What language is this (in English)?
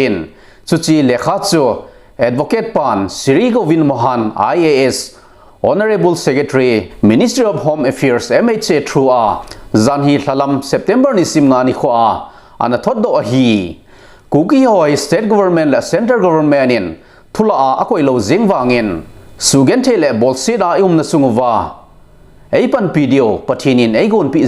Thado Chin